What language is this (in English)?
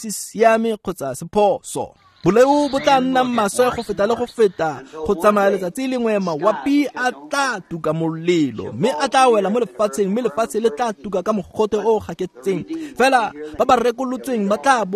Tswana